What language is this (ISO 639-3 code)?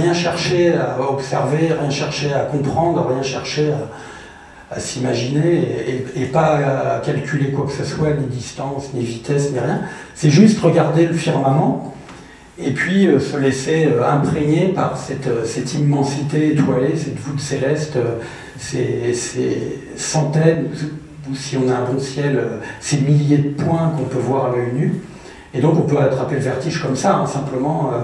fra